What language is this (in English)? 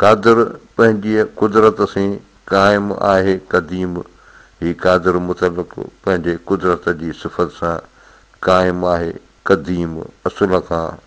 Sindhi